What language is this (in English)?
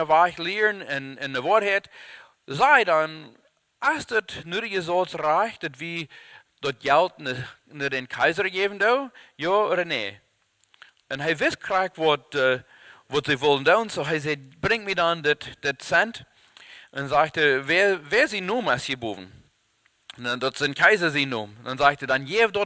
Plautdietsch